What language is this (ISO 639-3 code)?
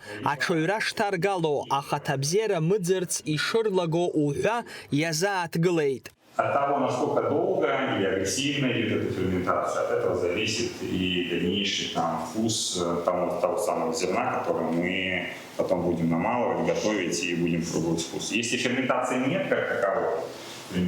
abk